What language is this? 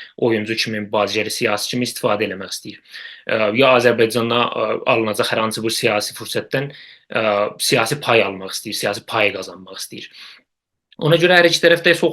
South Azerbaijani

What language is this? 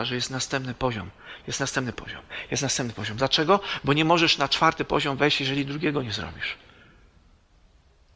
Polish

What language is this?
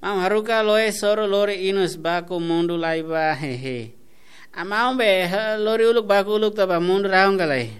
Tetum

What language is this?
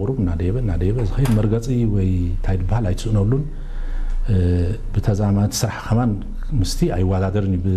Tigrinya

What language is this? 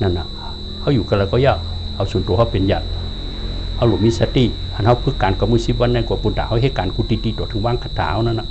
Shan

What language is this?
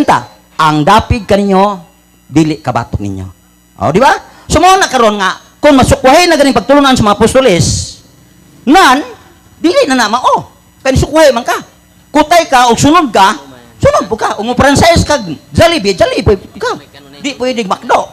Cebuano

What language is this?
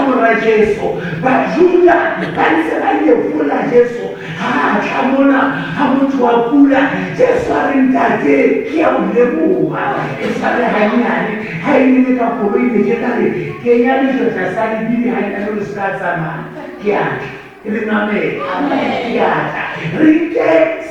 Southern Sotho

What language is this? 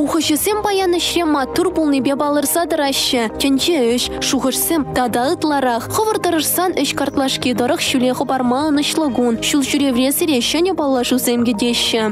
Chuvash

